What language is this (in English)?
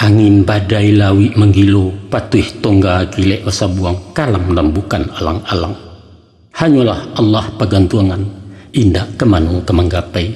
Minangkabau